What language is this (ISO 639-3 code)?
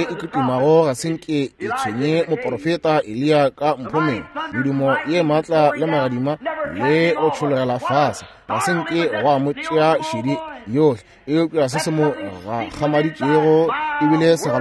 nso